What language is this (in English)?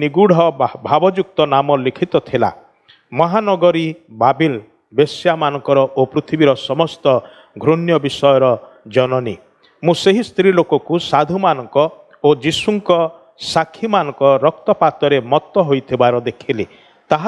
Odia